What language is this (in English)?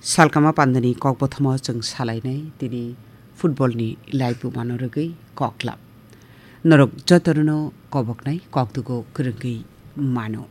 Kok Borok